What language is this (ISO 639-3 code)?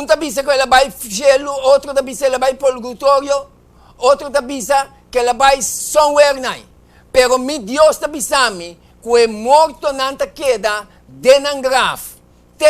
pap